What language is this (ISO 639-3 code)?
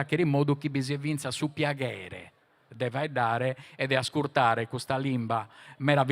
srd